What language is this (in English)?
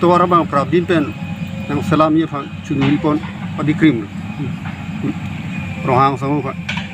Karbi